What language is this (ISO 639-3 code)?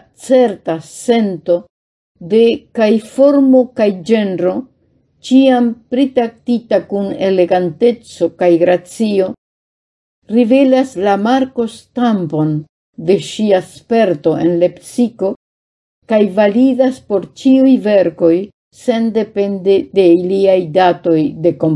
epo